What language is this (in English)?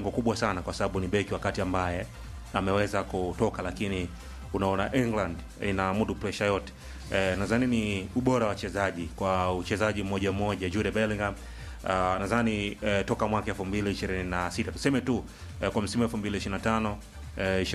Swahili